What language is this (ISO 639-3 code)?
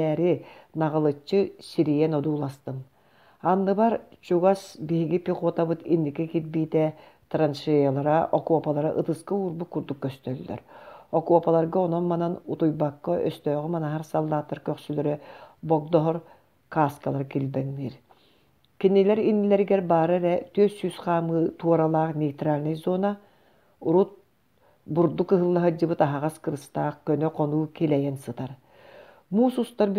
sah